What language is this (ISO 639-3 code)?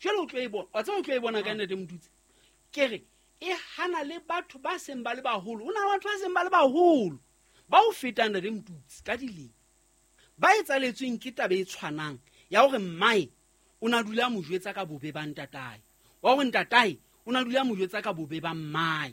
sot